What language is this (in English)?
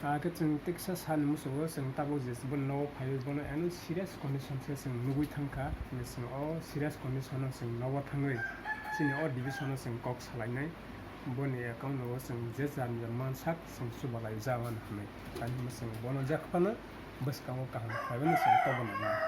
Kok Borok